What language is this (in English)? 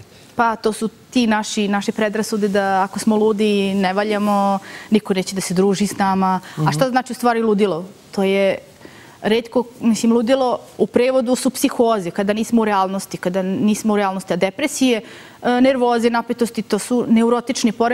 Serbian